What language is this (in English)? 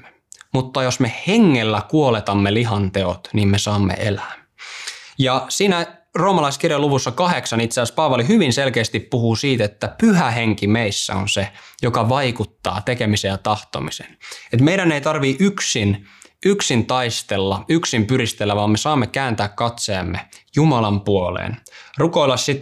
Finnish